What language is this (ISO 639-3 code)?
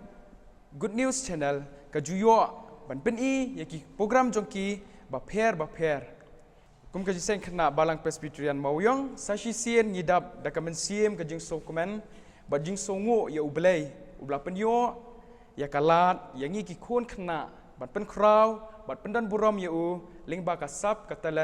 kha